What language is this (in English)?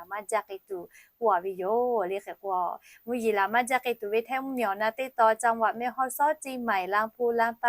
Lahu